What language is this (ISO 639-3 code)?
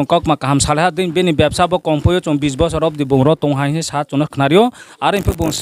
ria